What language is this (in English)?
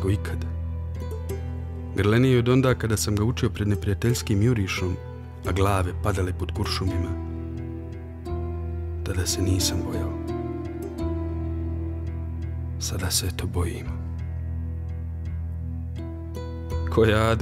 Bosnian